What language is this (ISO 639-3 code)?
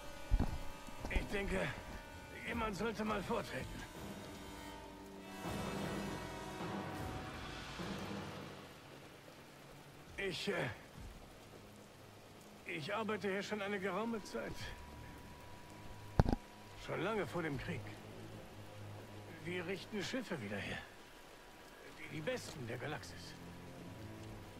deu